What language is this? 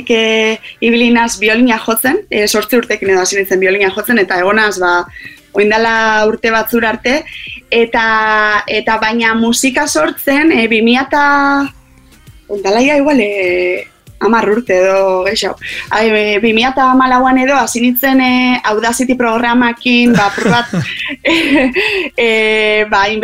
Basque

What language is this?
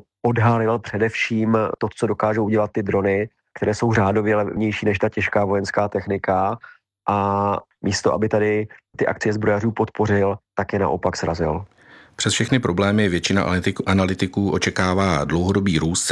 Czech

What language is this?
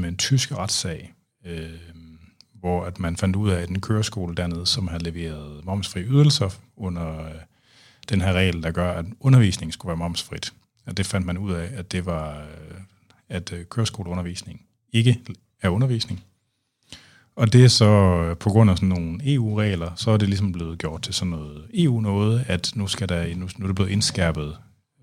Danish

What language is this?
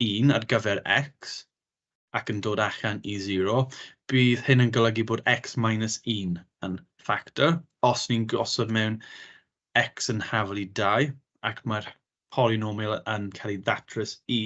Welsh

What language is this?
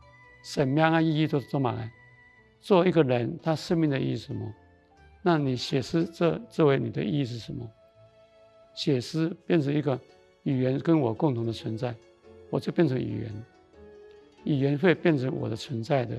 Hakka Chinese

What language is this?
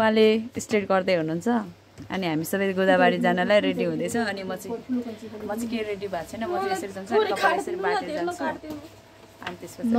Nepali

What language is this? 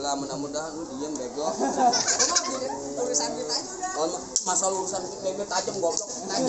Betawi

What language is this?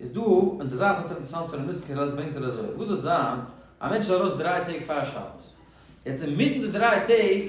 Yiddish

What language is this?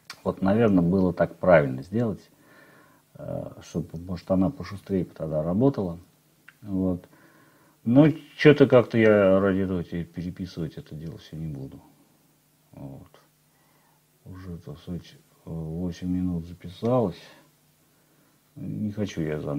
Russian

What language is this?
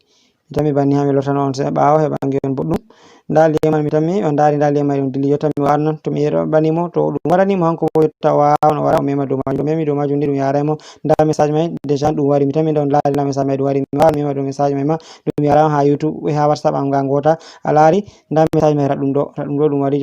Fula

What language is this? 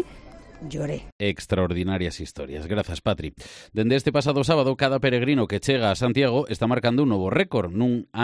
Galician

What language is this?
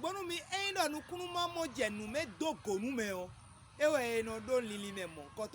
Fon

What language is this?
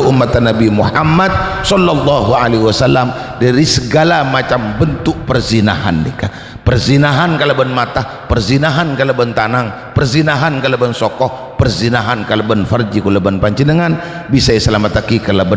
Madurese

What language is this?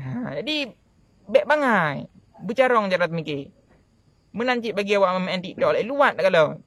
Achinese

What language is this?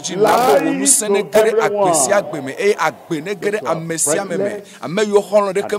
Ewe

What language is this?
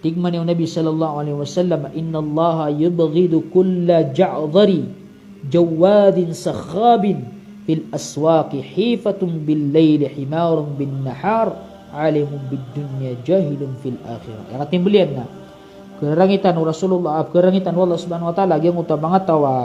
Maranao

